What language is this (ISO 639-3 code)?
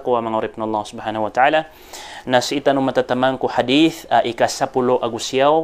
mrw